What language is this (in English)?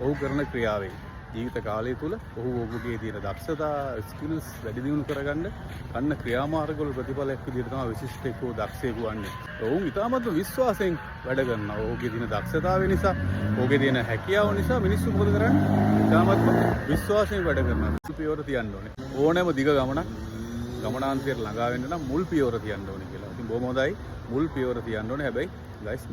Sinhala